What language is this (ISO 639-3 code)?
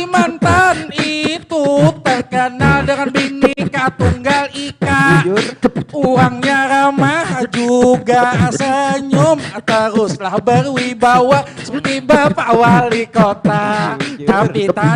bjn